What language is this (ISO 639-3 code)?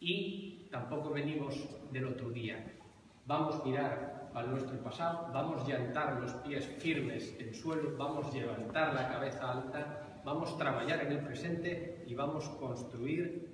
ast